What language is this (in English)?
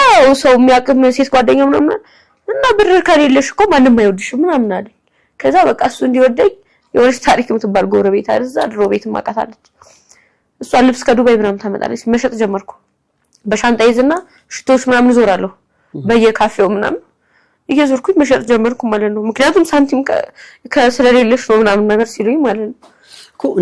Amharic